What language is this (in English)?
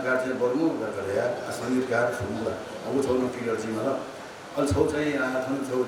Newari